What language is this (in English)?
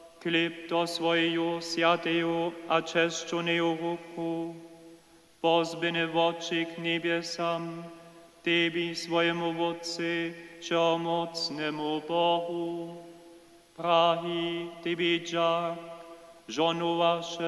Upper Sorbian